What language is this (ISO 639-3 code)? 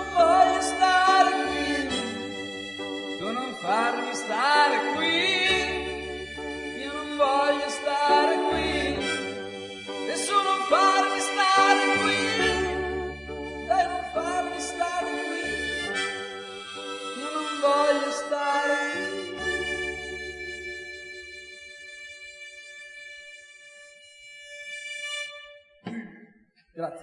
ita